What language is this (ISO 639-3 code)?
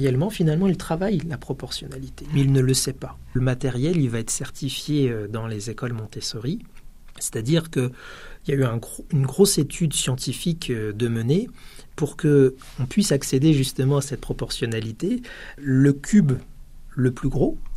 fra